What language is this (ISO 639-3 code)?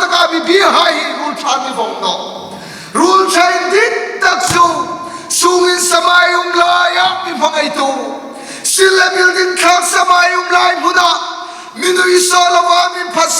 hmr